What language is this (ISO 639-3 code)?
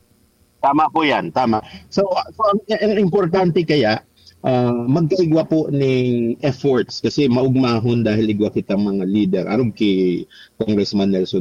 bik